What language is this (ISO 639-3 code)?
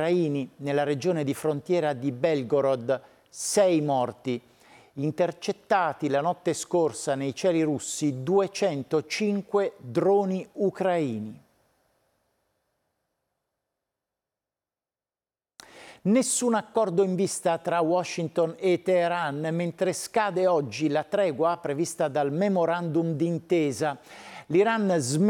ita